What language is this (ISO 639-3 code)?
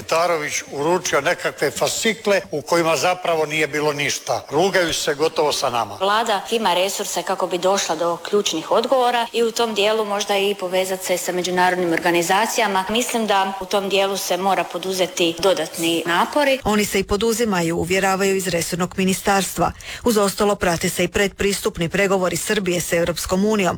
hrv